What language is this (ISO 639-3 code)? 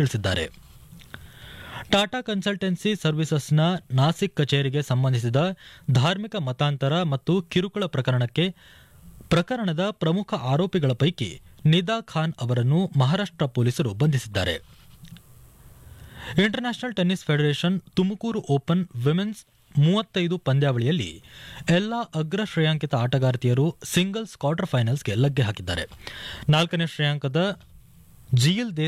kan